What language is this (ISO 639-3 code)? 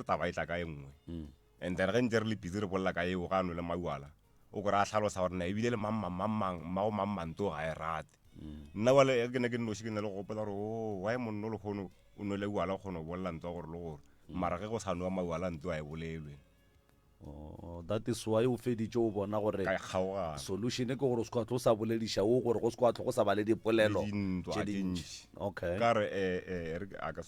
nso